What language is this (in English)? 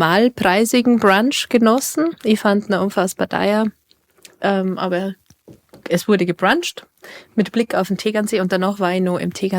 Bavarian